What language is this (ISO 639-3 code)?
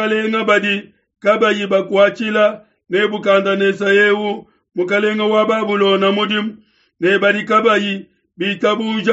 lua